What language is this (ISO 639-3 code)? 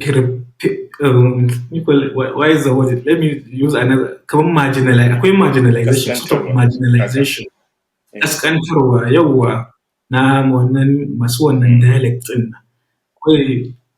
hau